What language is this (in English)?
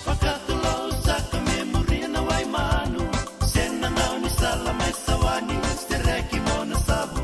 Fijian